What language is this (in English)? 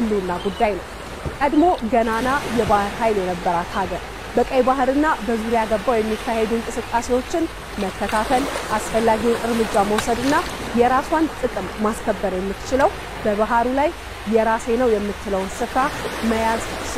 Amharic